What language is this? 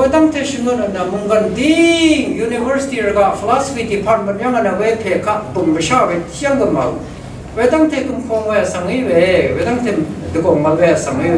Rawang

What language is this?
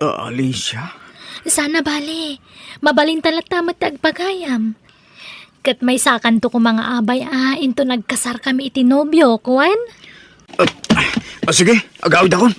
Iloko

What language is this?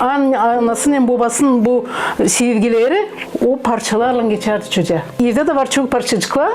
Gagauz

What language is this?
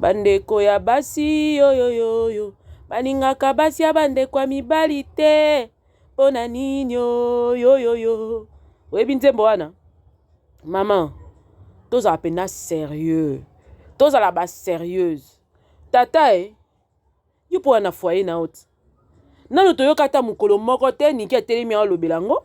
Lingala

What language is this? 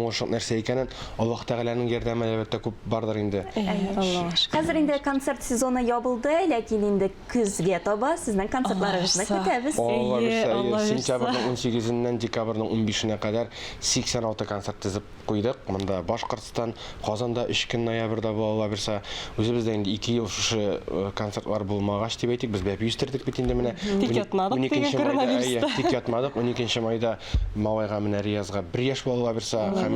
Tatar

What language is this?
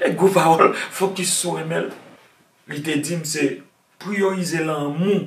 Haitian Creole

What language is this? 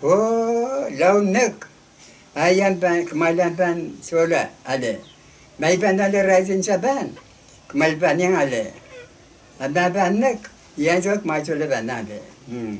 Pohnpeian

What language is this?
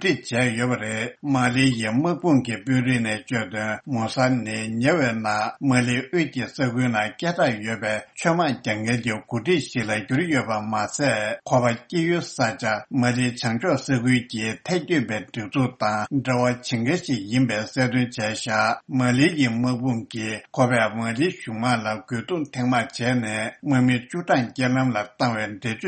Tibetan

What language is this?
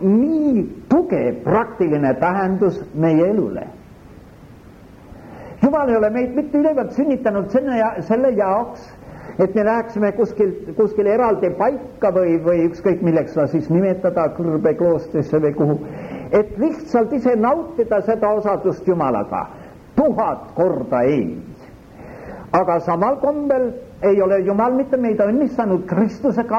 Estonian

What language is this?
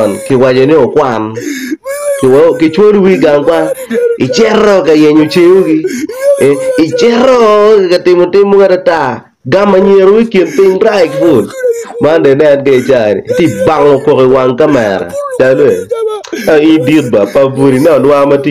Acoli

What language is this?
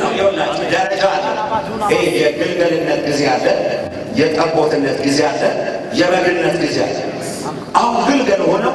Amharic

